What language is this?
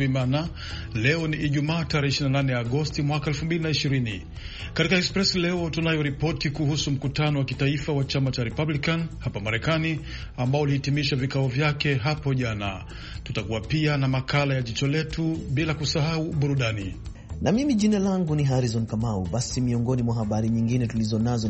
Swahili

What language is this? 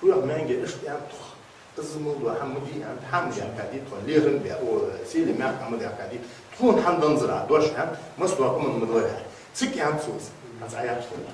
Ingush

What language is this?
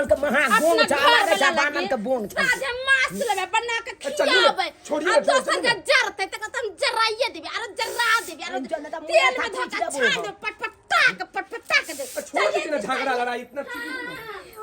Maithili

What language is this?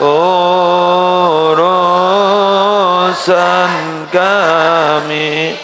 Madurese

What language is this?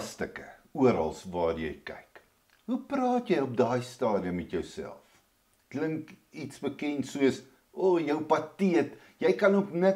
Afrikaans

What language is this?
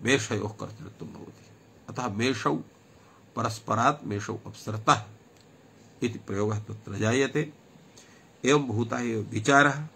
Sanskrit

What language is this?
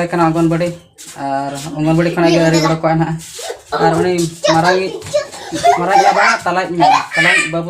Santali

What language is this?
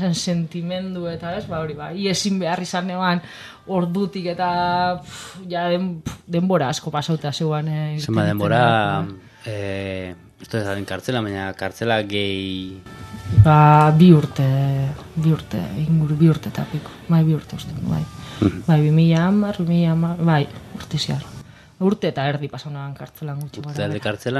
Basque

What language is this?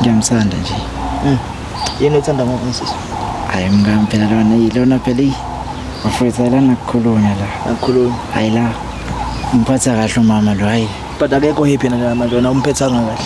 Zulu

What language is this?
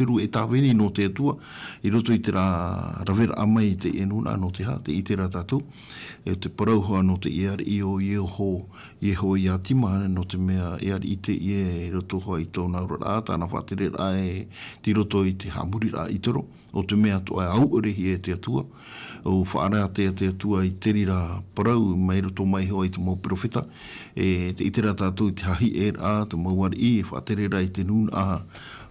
Tahitian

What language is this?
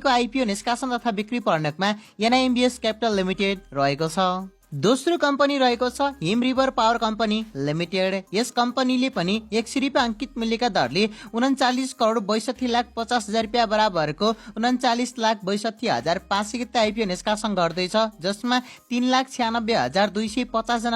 Nepali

